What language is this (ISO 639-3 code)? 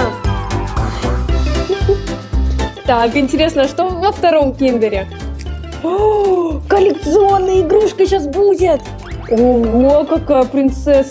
rus